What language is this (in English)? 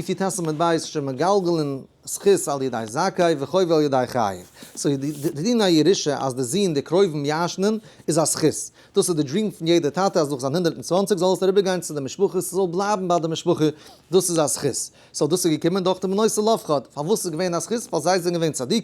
Yiddish